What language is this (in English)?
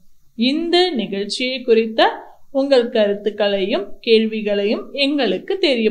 Tamil